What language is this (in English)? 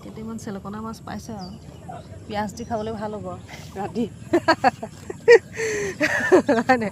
Assamese